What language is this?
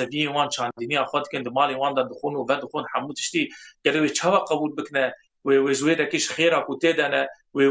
Kurdish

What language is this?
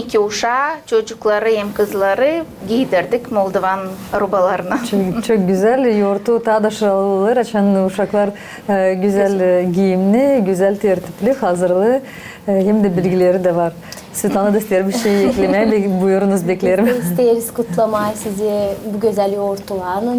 Gagauz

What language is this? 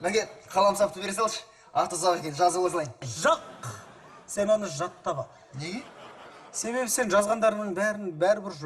Kazakh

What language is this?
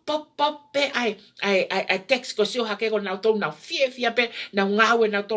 Tongan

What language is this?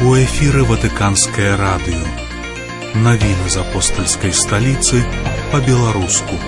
Belarusian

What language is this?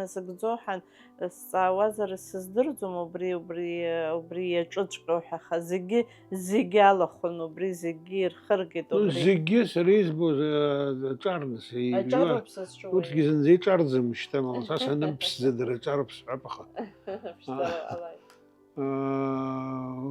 Abkhazian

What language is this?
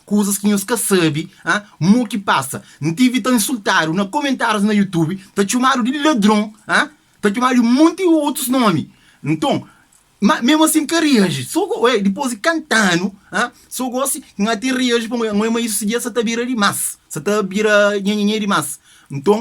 Kabuverdianu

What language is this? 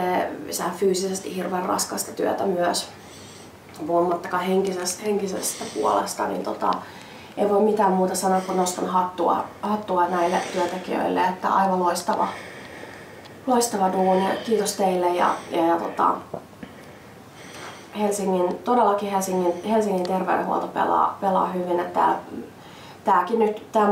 Finnish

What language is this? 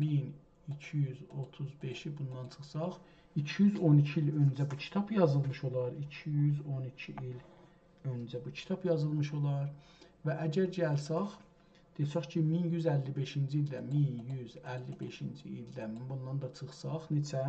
South Azerbaijani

